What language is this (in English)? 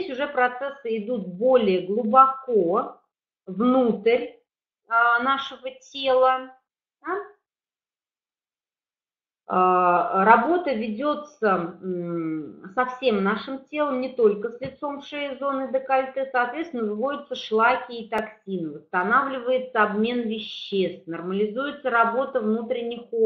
Russian